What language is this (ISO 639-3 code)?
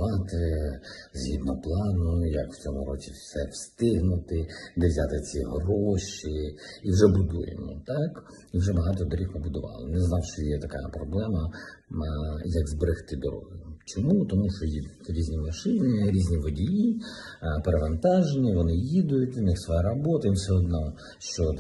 ukr